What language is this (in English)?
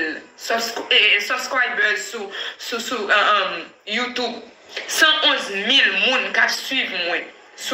Haitian Creole